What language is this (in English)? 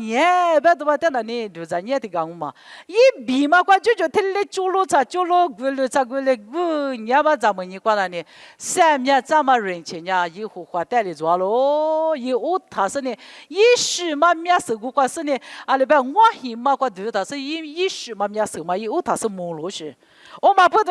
Lisu